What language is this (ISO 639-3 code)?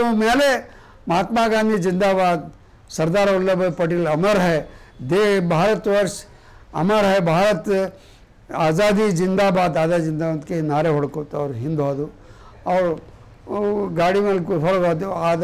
kan